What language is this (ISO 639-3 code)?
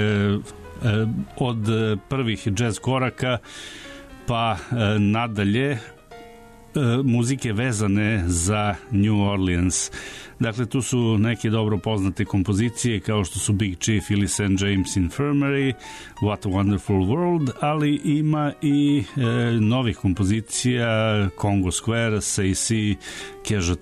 srp